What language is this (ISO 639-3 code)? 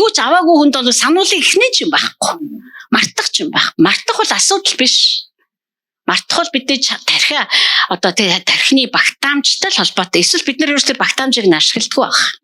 mon